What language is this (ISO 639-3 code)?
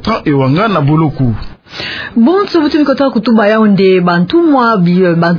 ktu